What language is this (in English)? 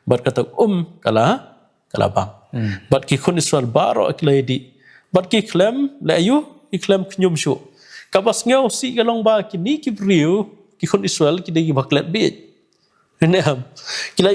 Khasi